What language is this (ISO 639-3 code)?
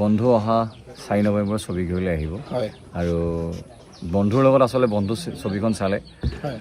asm